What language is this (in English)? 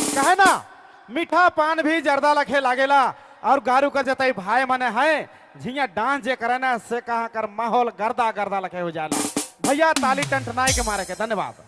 Sadri